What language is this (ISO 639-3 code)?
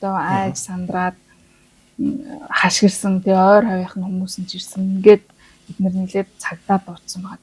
mon